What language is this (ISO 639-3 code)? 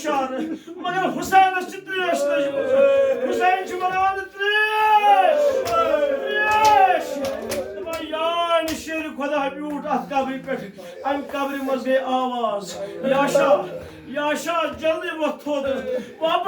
kas